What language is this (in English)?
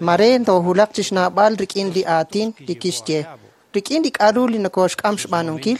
Kekchí